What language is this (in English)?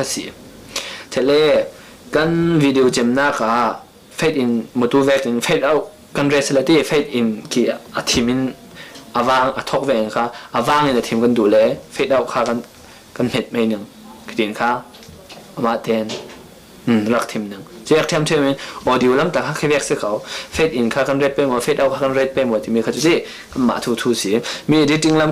Falam Chin